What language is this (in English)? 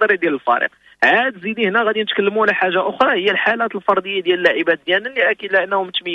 Moroccan Arabic